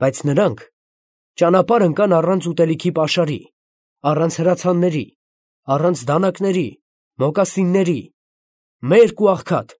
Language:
Armenian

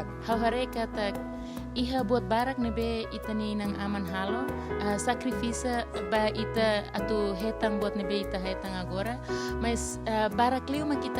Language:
Tetum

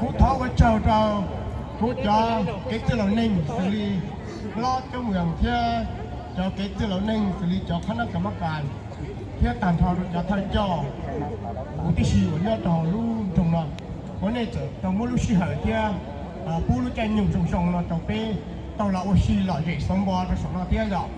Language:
Hmong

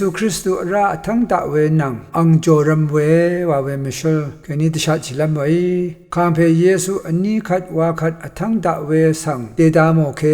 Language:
Rawang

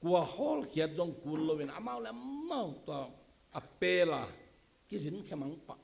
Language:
Tedim Chin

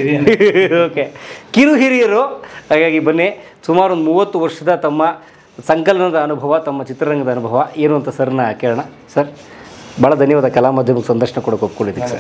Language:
Kannada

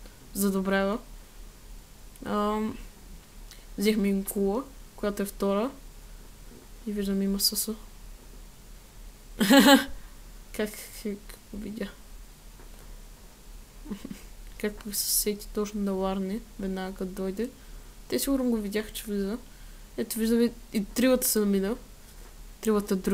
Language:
Bulgarian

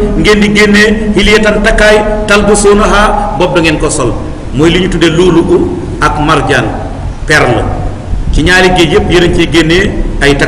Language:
Wolof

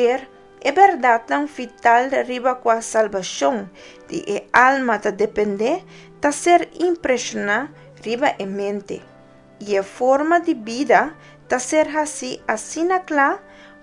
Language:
Papiamento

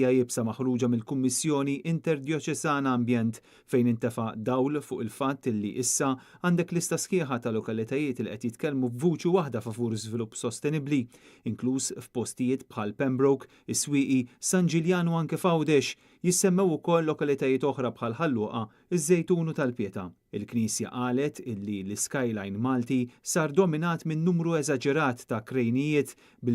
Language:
Maltese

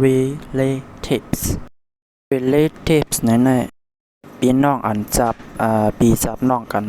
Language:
Shan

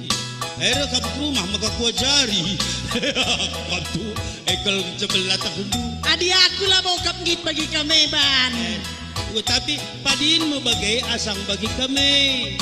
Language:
Batak Karo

